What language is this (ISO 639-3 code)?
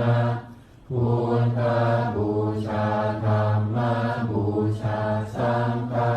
pli